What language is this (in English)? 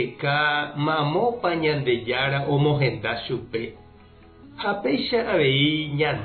Guarani